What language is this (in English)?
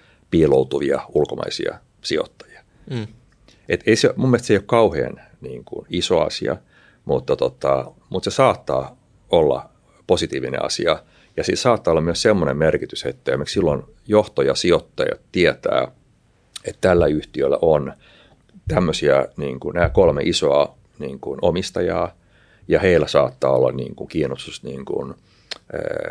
Finnish